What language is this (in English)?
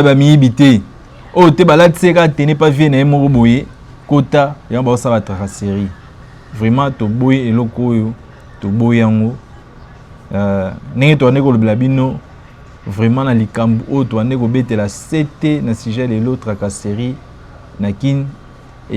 Lingala